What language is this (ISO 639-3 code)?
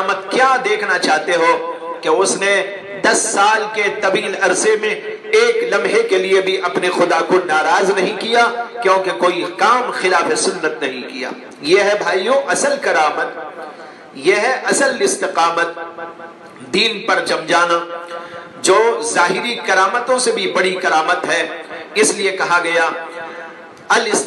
urd